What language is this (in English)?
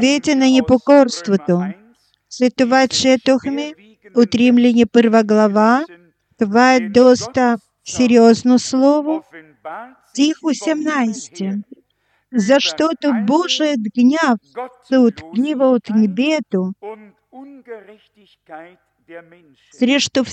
Bulgarian